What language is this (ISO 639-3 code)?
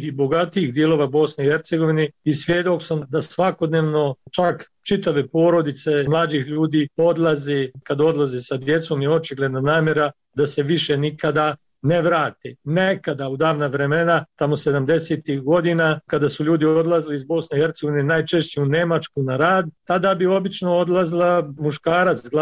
bos